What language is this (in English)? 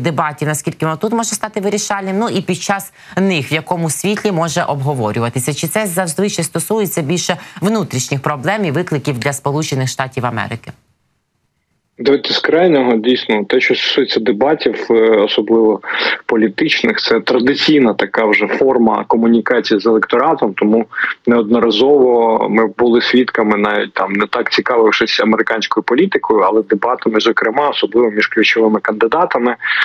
Ukrainian